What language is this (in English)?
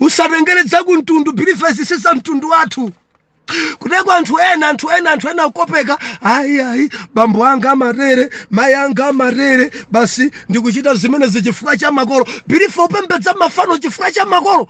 Nyanja